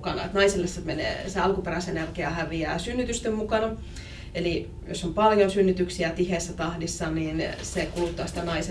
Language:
Finnish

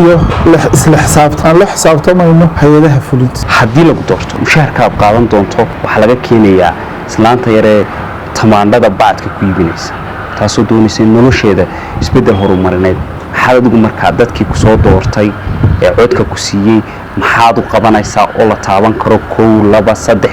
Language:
Somali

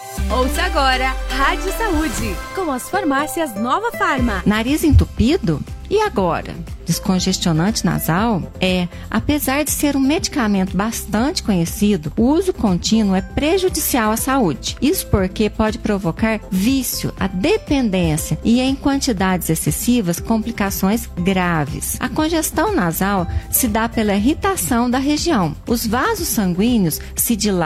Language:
Portuguese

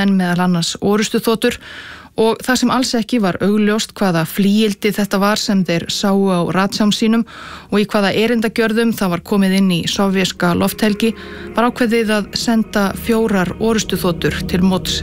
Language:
Icelandic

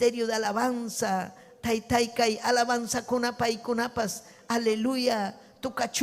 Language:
Ayacucho Quechua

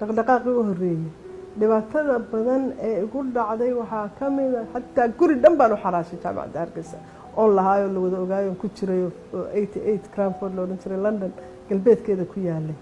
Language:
Somali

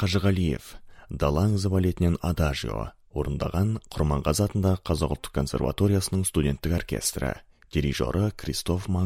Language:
Kazakh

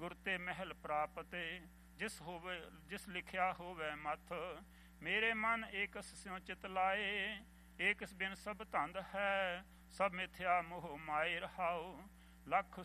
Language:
Punjabi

